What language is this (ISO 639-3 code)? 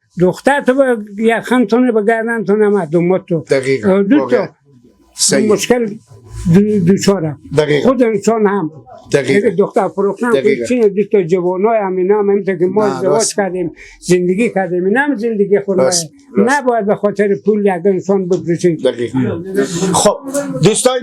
fas